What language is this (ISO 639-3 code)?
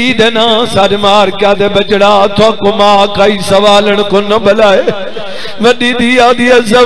skr